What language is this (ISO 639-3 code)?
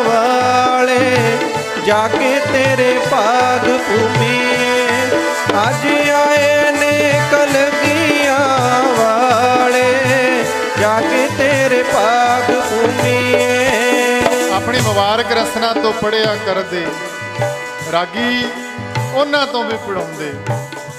pan